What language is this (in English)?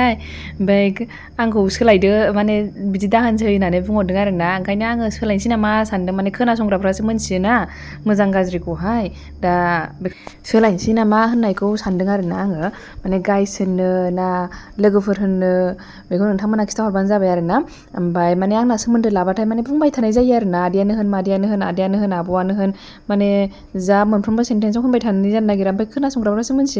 Bodo